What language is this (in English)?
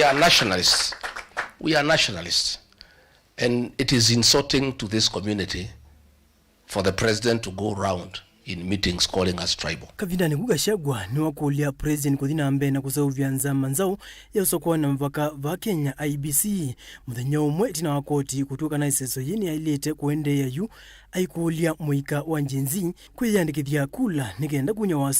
Kamba